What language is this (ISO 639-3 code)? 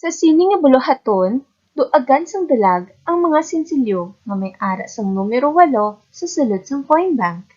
hil